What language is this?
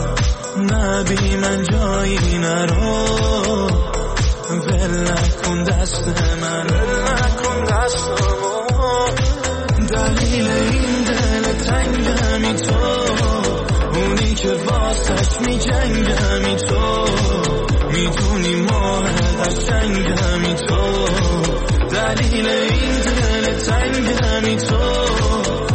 Persian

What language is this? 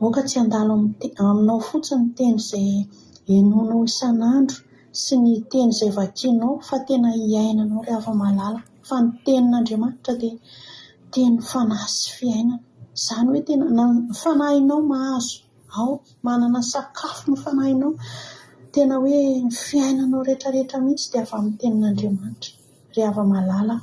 Malagasy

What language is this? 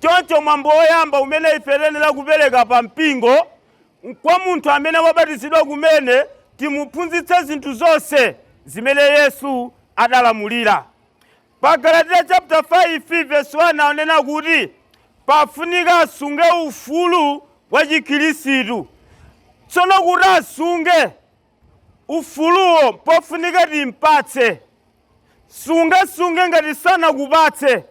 Nyanja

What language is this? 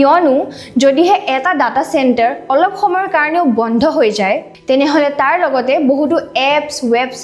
Assamese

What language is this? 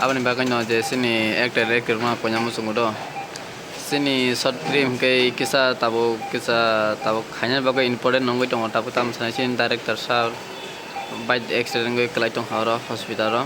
Kok Borok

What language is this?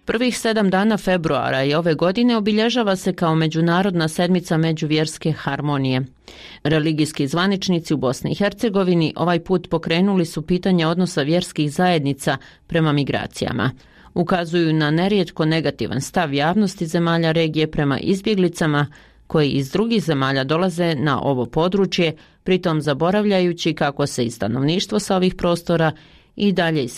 Bosnian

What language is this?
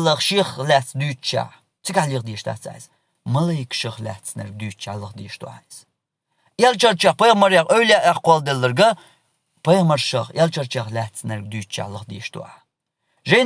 Chechen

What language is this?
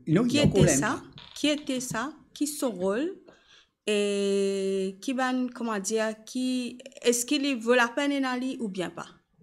Morisyen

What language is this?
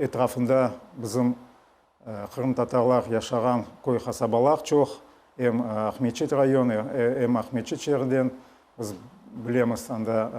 Crimean Tatar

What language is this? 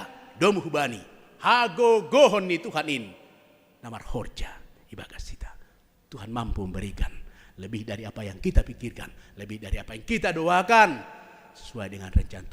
Batak Simalungun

